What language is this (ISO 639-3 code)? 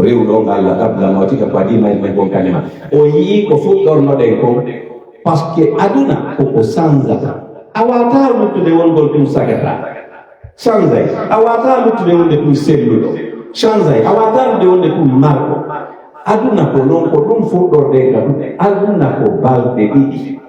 fuf